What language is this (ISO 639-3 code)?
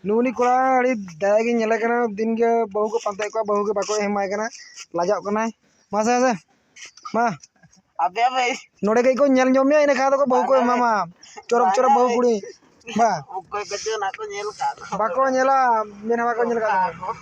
sat